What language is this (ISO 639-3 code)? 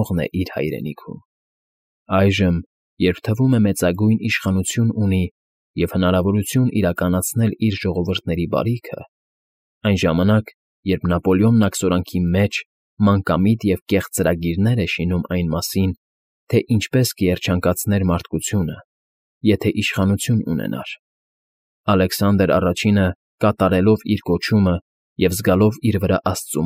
hye